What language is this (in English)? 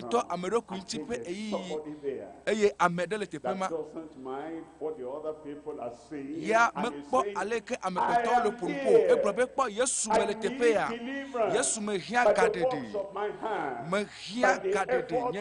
Ewe